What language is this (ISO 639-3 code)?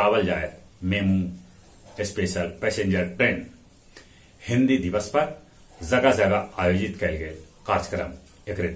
mag